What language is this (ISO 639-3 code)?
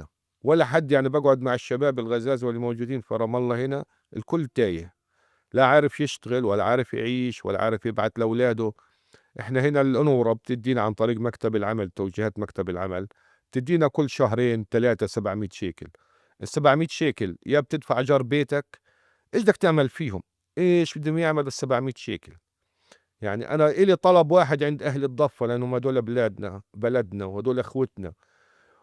apc